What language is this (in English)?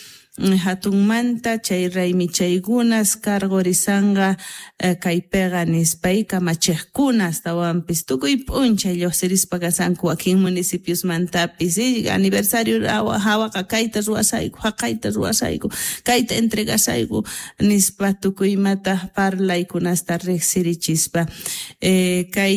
South Bolivian Quechua